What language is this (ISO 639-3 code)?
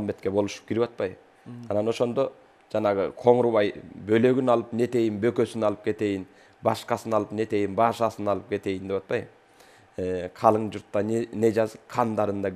kir